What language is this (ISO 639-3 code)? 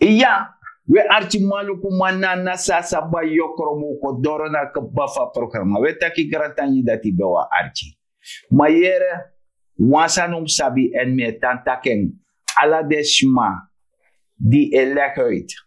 srn